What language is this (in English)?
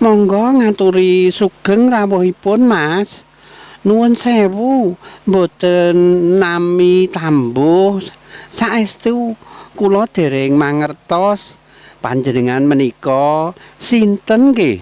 Javanese